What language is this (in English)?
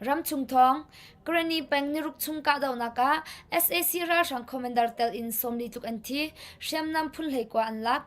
Hakha Chin